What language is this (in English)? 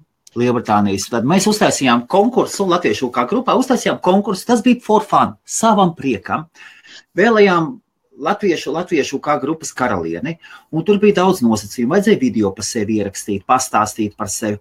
Latvian